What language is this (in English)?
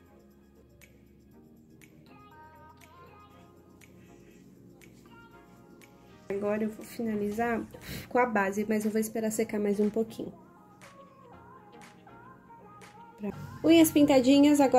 Portuguese